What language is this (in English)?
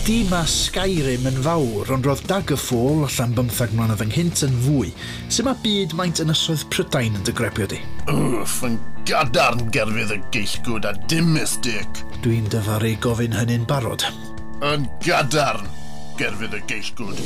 Welsh